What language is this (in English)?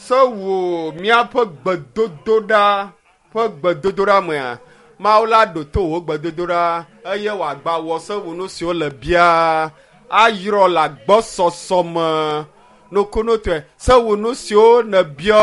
Ewe